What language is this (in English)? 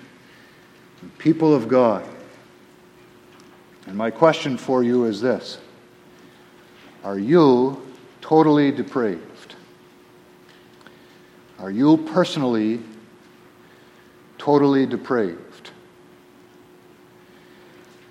English